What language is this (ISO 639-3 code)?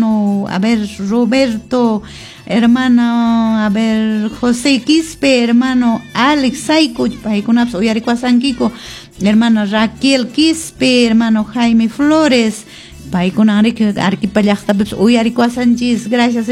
que